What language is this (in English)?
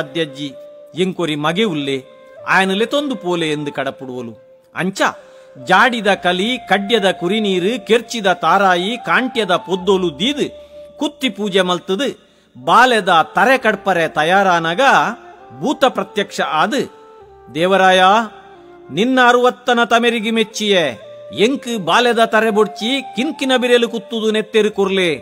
Tulu